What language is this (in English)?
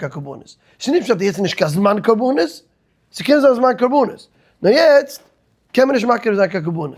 Yiddish